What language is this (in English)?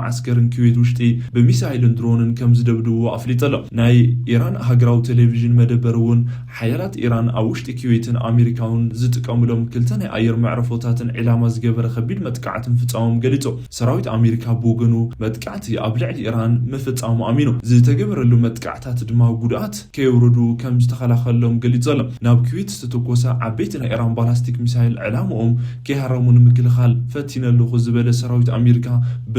Tigrinya